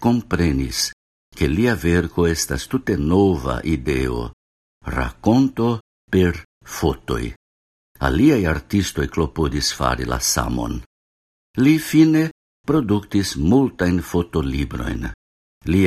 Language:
Esperanto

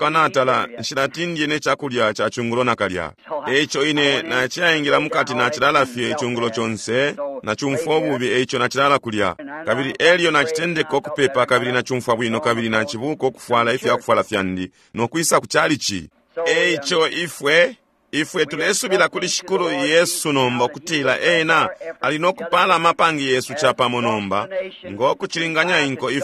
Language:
Bemba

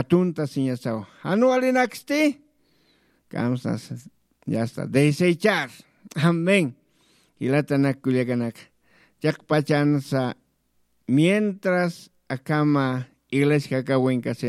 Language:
Aymara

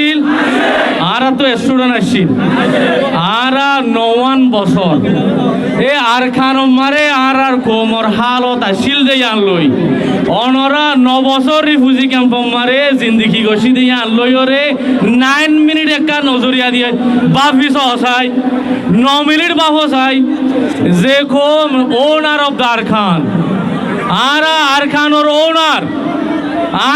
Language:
Rohingya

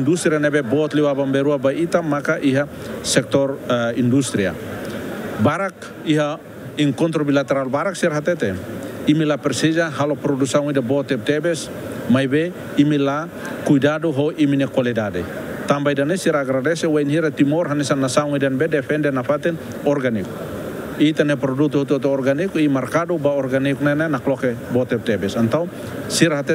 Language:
Tetum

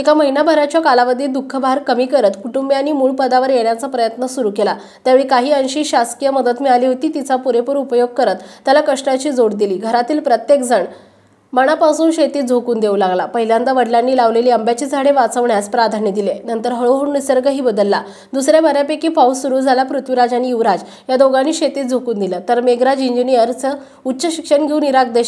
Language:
Marathi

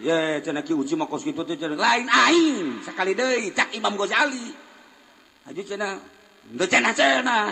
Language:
Sundanese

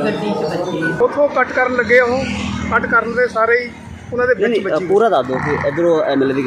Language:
Punjabi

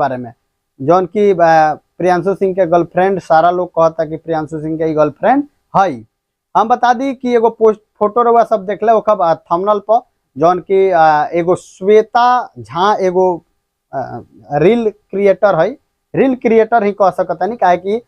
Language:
Bhojpuri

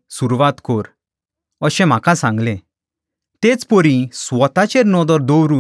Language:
Konkani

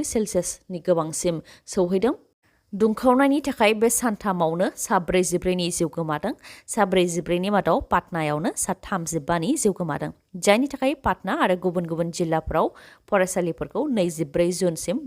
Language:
Bodo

